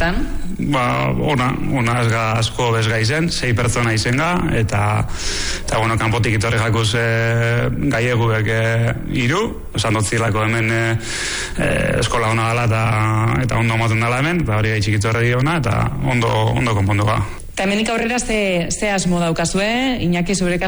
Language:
Basque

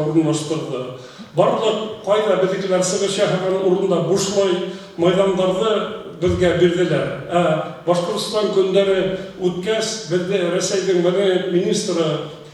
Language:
Bashkir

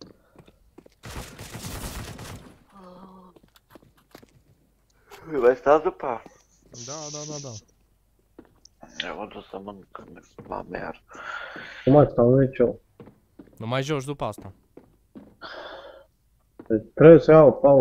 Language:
Romanian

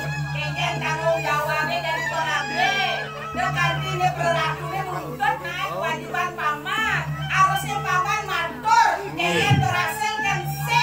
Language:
Balinese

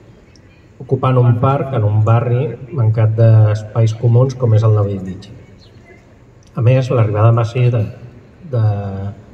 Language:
Catalan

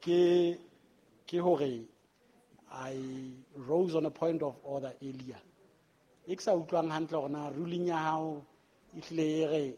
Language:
Southern Sotho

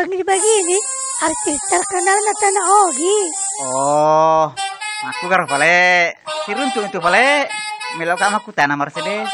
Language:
Buginese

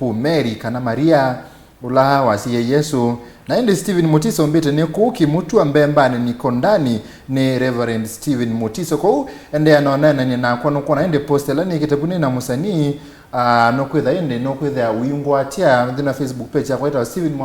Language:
Kamba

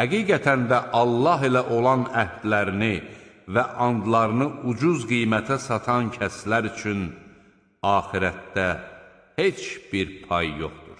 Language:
Azerbaijani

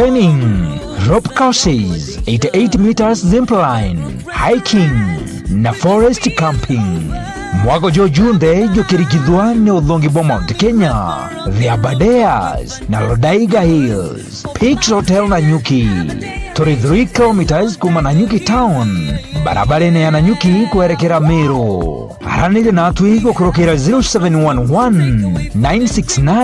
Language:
Meru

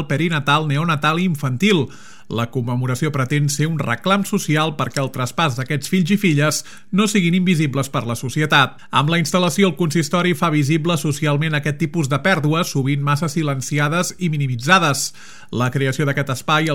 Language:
Catalan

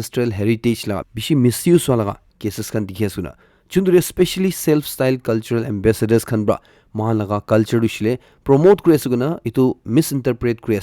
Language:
Naga Pidgin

